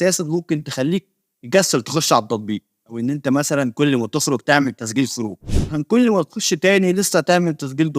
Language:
Egyptian Arabic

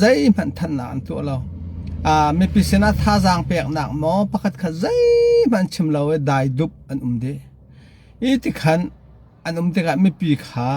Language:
Hakha Chin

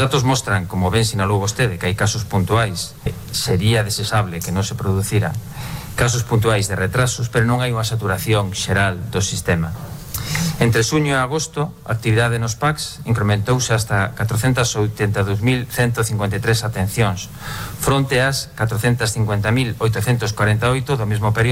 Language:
Galician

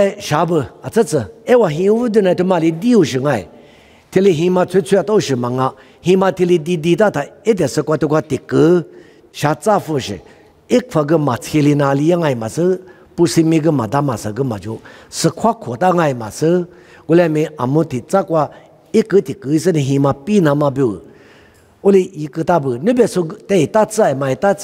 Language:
Lisu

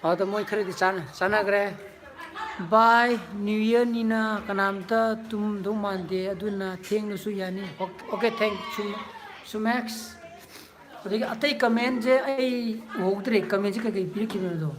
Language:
Manipuri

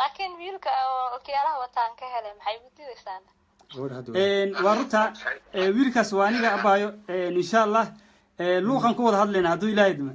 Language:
Somali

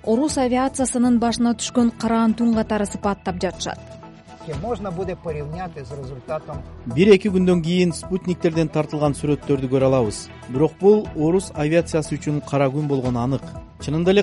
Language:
Kyrgyz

